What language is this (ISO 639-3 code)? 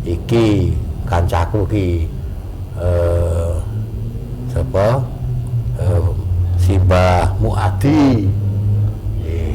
jav